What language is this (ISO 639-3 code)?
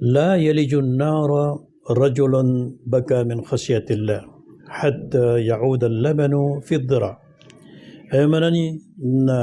mrw